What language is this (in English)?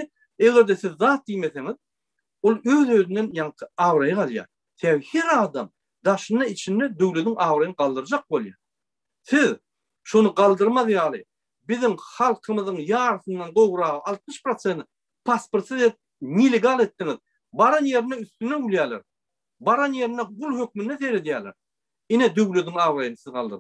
Turkmen